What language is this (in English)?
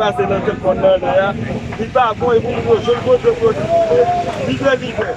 Haitian Creole